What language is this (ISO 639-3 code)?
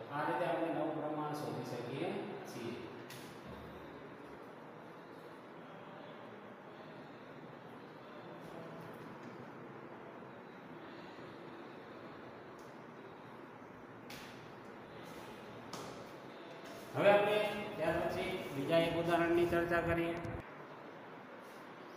guj